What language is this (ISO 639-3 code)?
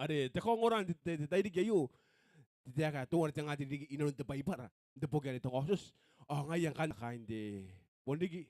gil